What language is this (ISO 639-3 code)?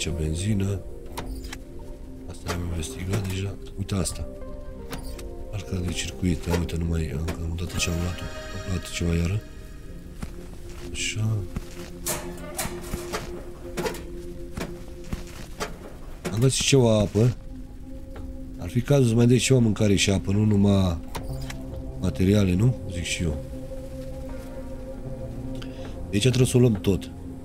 ron